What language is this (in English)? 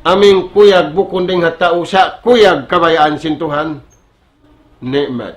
Tausug